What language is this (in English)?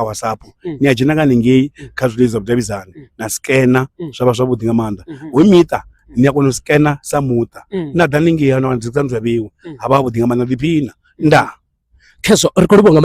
Venda